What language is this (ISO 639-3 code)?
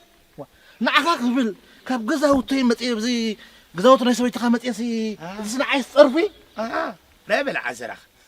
tir